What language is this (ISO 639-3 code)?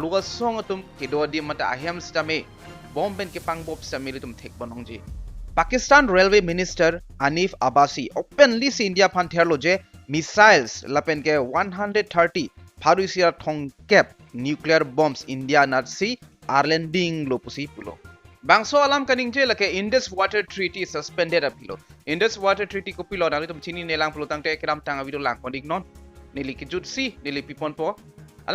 mjw